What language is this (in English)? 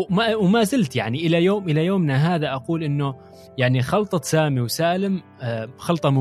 Gulf Arabic